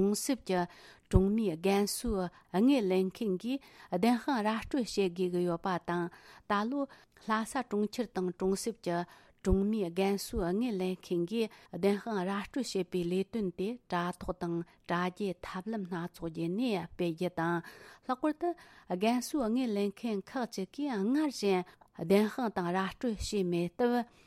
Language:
Tibetan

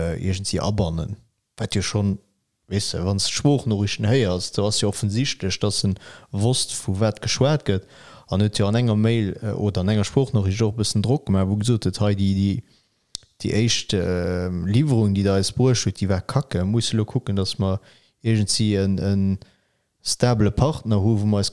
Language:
Luxembourgish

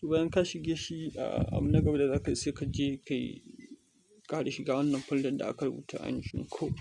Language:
Hausa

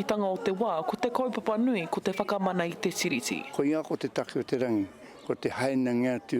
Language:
Māori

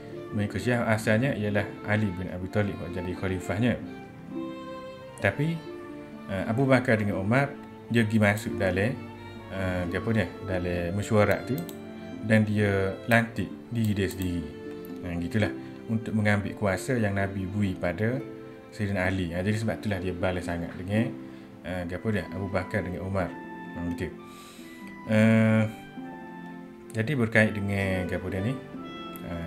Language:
Malay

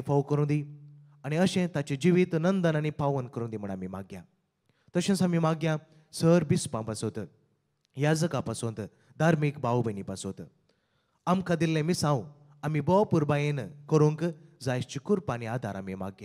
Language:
Konkani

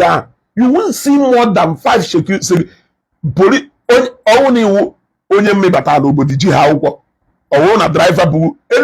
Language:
Igbo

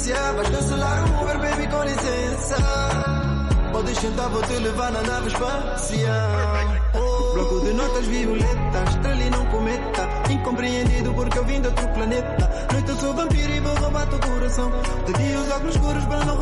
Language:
Portuguese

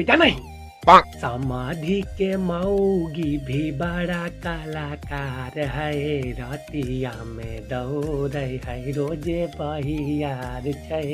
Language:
Magahi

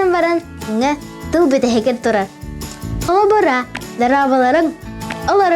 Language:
Yakut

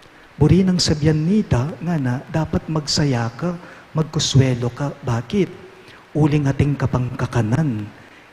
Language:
Pampanga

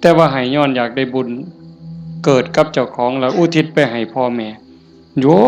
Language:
Northeastern Thai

